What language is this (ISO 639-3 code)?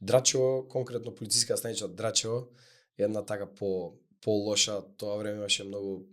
mkd